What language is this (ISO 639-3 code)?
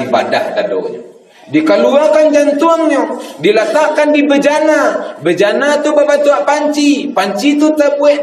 min